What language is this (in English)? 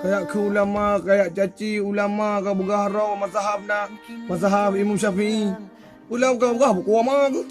Achinese